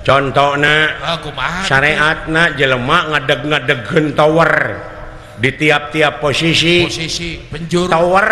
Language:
Sundanese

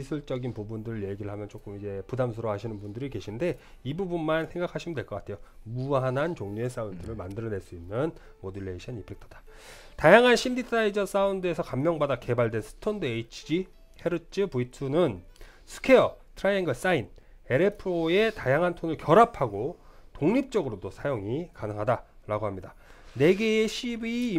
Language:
Korean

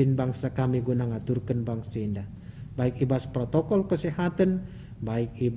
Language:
Batak Karo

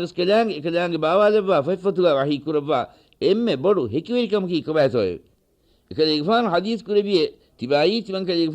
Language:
Divehi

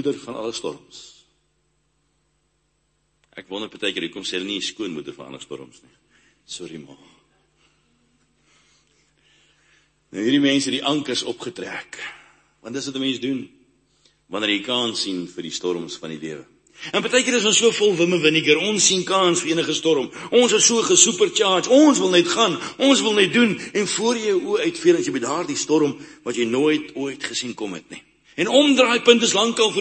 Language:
Afrikaans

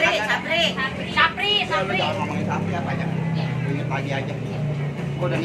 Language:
Betawi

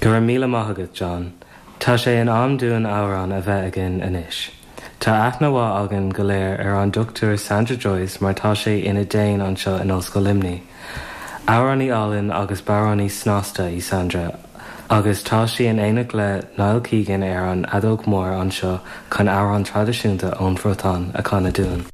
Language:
Irish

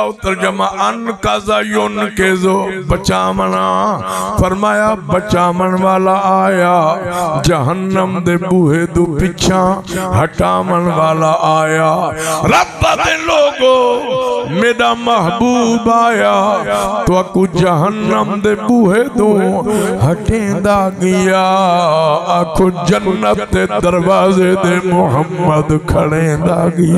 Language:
Saraiki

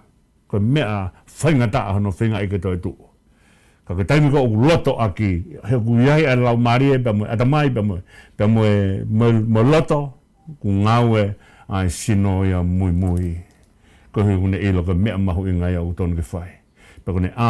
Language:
Tongan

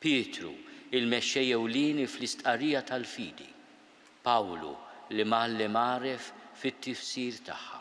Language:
Maltese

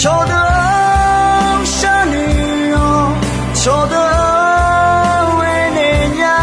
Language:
Akha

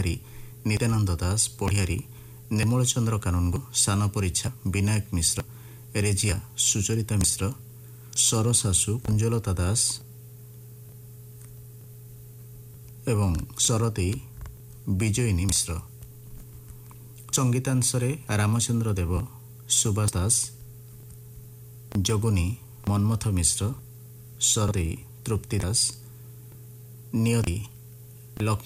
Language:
Odia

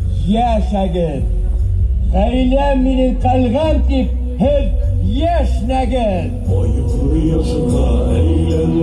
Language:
Bashkir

